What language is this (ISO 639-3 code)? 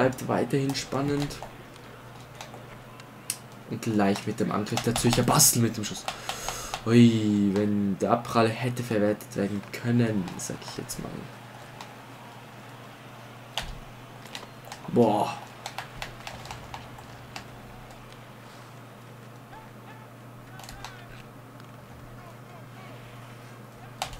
deu